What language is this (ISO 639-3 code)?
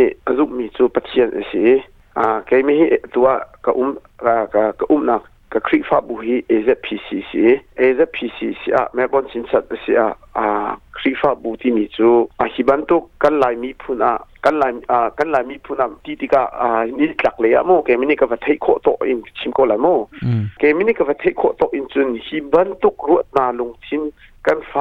cnh